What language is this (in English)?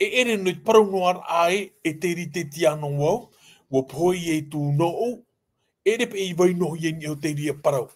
Tahitian